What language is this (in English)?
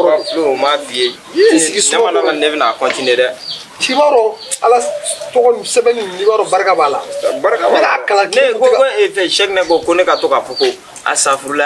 Bambara